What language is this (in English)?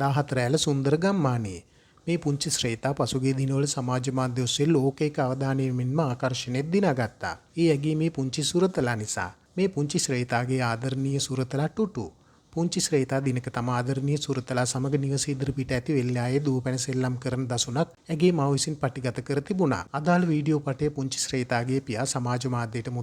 Sinhala